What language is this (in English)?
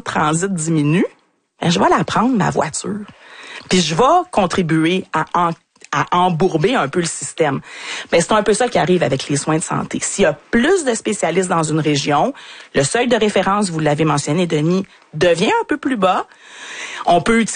French